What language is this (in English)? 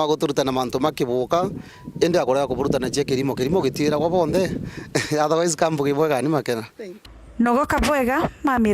Meru